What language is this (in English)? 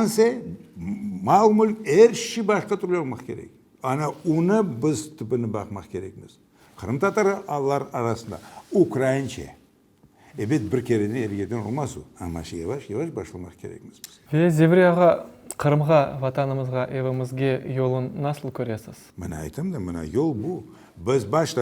Crimean Tatar